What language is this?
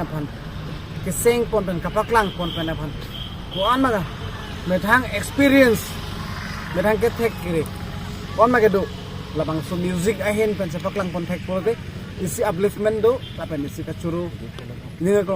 Karbi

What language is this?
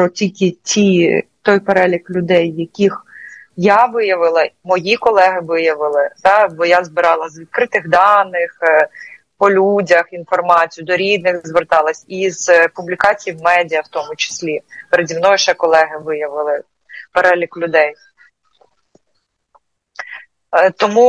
Ukrainian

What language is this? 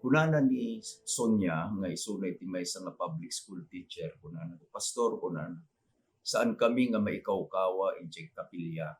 Iloko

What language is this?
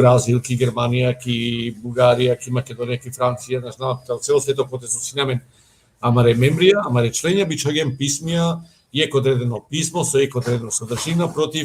Balkan Romani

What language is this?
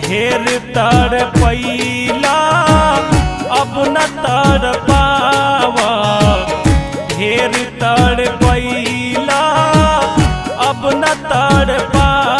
Bhojpuri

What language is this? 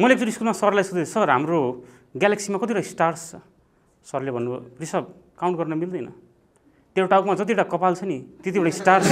Nepali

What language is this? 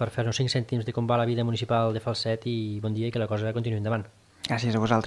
Catalan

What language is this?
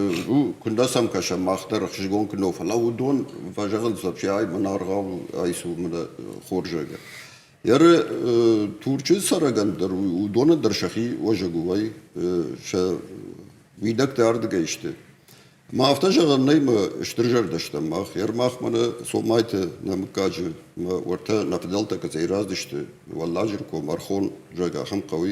Ossetic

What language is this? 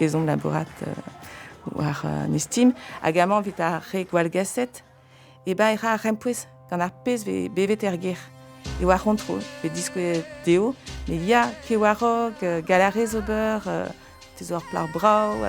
Breton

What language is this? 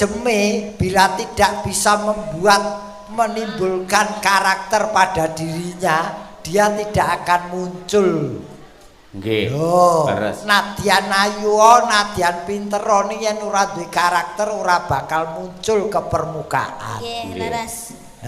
Javanese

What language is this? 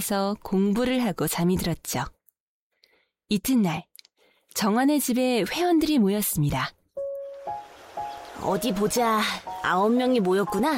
Korean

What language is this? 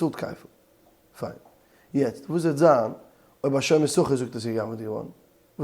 Yiddish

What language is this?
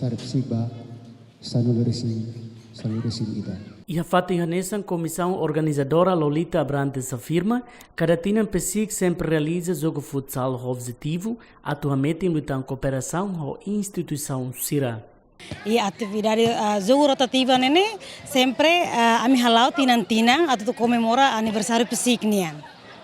Tetum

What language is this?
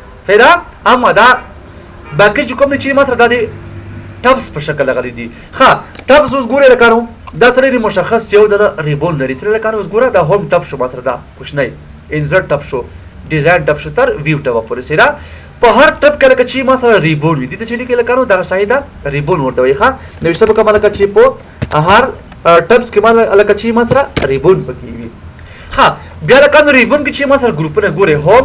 Pashto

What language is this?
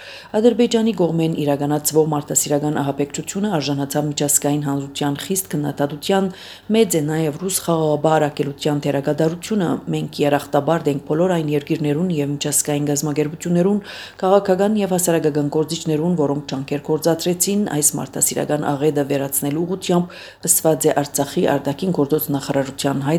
Armenian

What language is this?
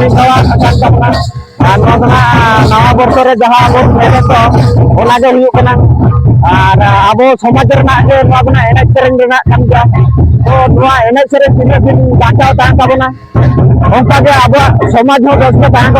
Santali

